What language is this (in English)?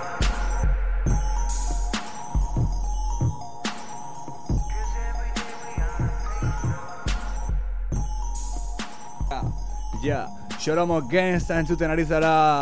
Basque